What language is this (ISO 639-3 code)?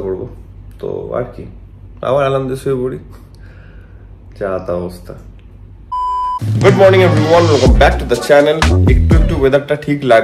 ben